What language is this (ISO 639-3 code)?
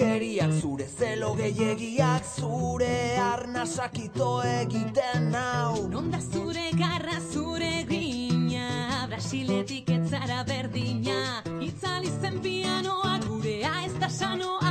eus